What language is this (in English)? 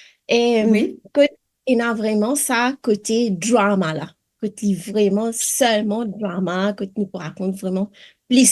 Morisyen